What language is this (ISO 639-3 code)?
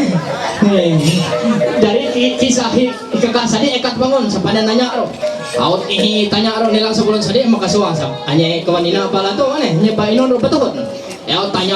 mhy